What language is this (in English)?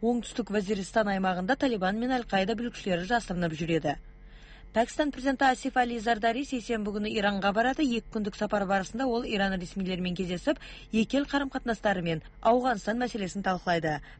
Kyrgyz